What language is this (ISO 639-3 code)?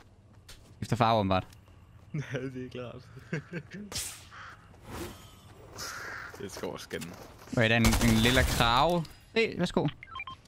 dan